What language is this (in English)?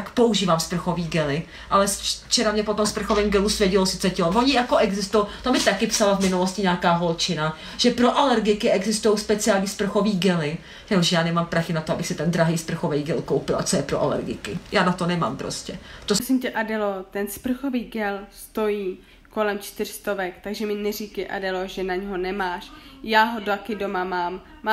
Czech